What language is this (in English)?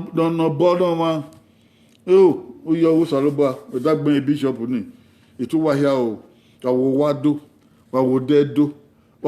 Bini